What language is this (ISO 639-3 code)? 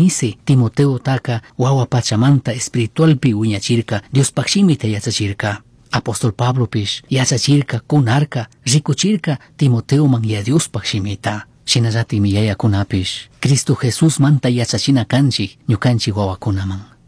qug